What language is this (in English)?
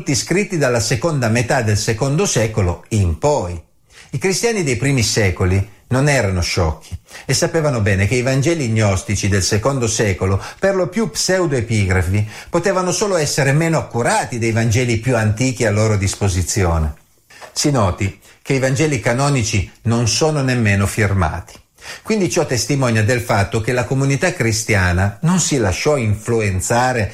Italian